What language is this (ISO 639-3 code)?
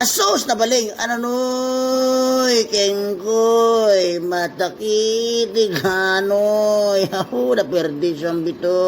itv